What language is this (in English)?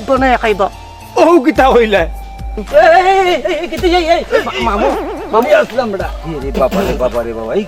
Sylheti